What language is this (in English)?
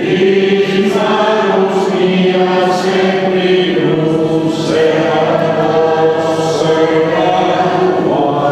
Sardinian